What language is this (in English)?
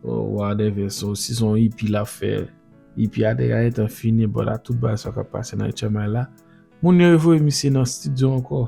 Haitian Creole